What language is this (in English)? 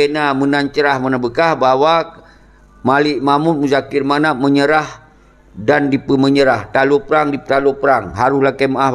Achinese